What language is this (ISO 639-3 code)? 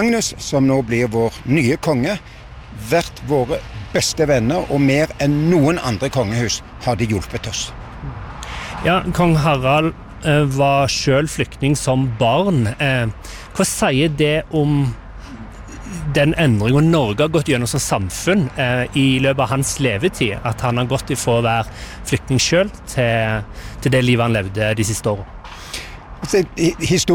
nor